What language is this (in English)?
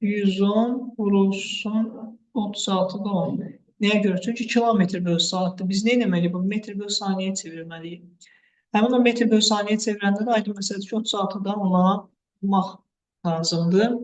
Azerbaijani